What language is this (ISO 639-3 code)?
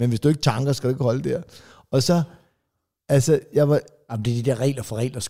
dan